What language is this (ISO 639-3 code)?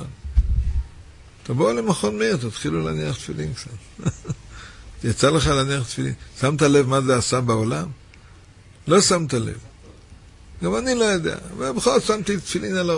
heb